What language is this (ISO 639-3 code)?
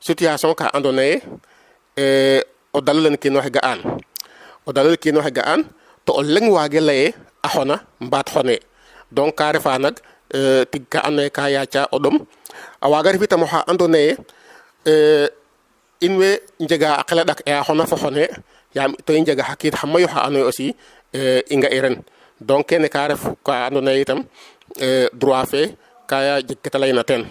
srr